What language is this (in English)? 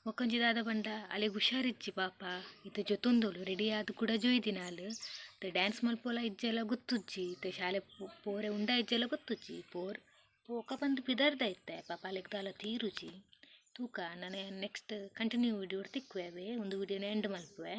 Tulu